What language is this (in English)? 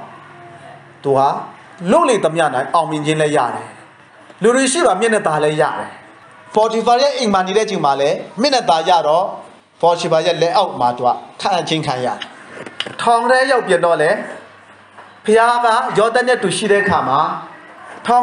Burmese